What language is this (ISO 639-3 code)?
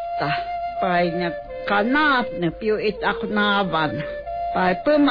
fin